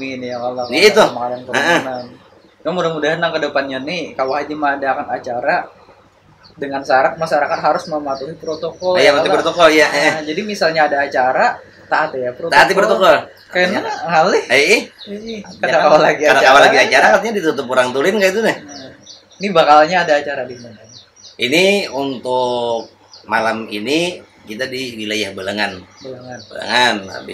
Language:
Banjar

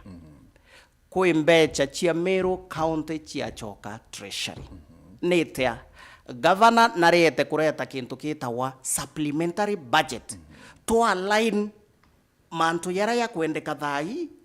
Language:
Meru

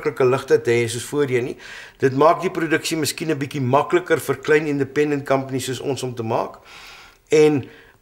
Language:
Afrikaans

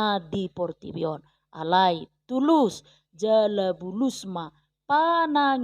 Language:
Batak Toba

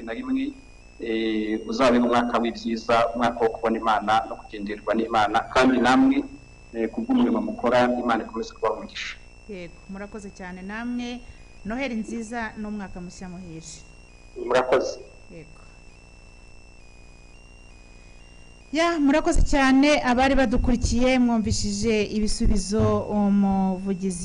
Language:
Kinyarwanda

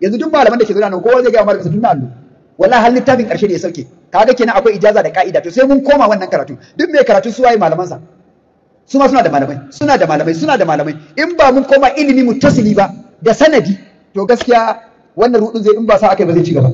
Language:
Hausa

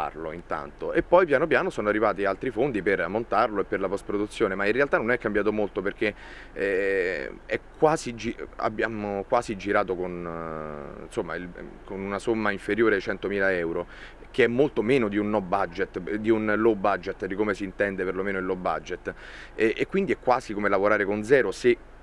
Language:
Italian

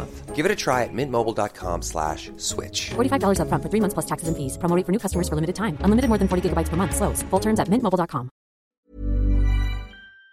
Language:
Swedish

